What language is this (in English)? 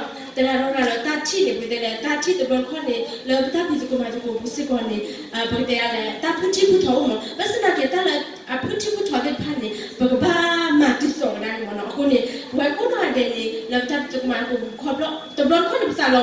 S'gaw Karen